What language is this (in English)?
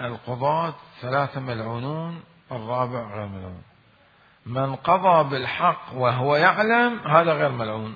Mesopotamian Arabic